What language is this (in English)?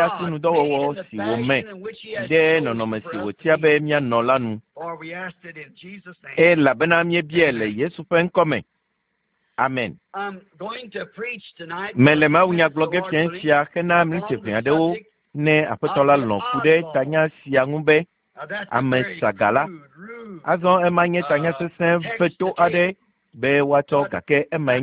Ewe